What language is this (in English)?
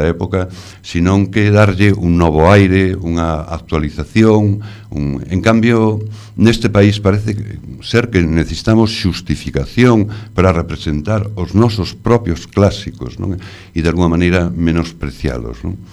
Galician